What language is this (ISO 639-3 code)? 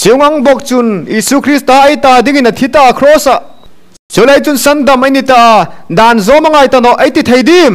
hmr